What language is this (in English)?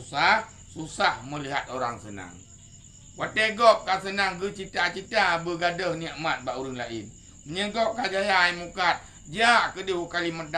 Achinese